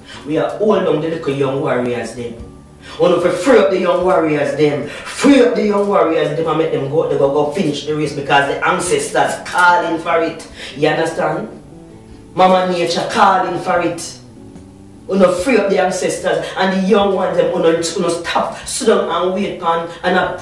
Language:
Jamaican Creole English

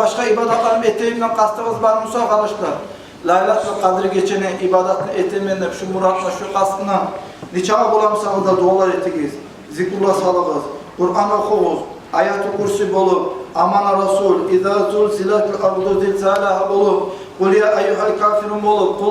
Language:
Kumyk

